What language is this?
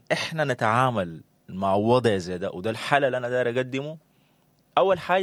Sudanese Arabic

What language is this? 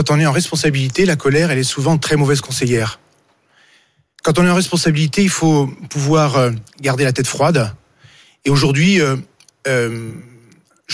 French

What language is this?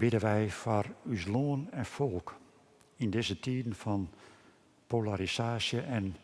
Western Frisian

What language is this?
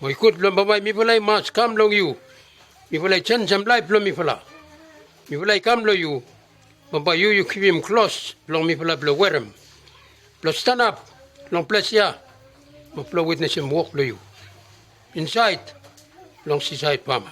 Bislama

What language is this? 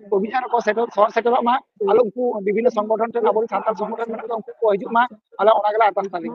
Santali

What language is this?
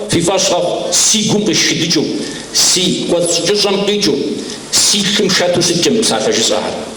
Kabardian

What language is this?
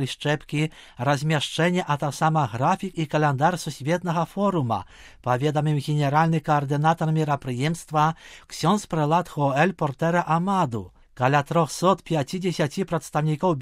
Belarusian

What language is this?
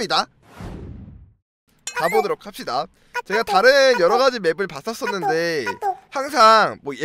Korean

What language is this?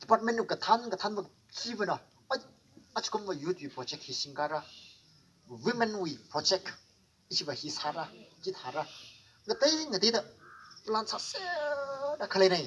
Tangkhul Naga (India)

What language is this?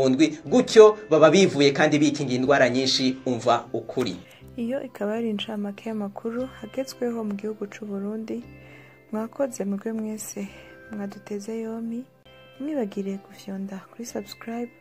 Rundi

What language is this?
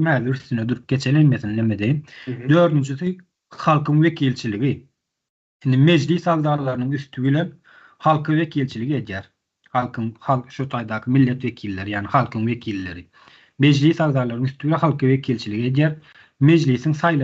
Turkmen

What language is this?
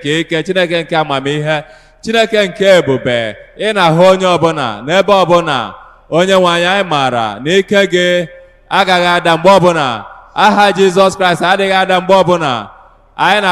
Igbo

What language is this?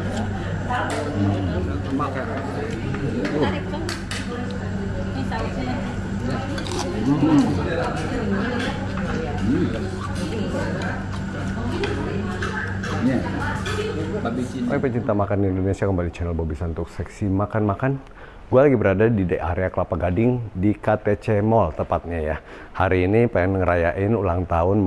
Indonesian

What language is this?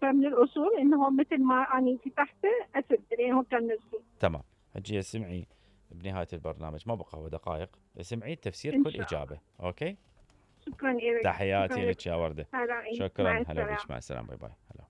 Mesopotamian Arabic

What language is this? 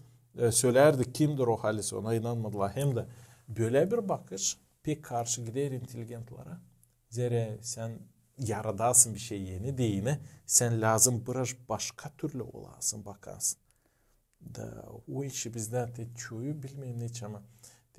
Gagauz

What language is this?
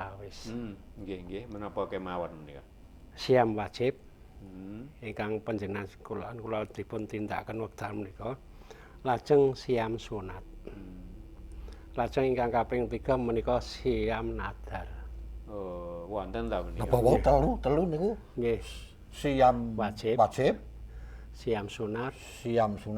Javanese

